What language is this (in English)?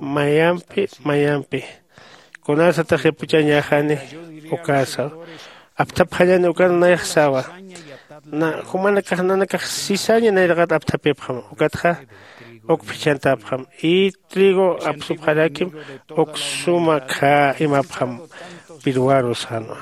Aymara